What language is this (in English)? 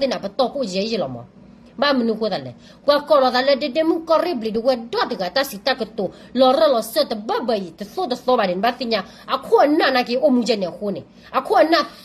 S'gaw Karen